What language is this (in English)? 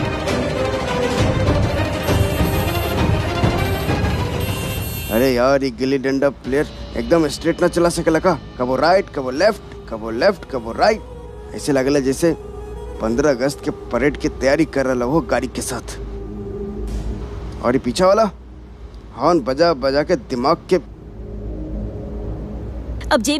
Bhojpuri